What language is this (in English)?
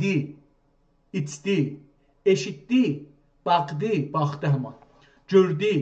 South Azerbaijani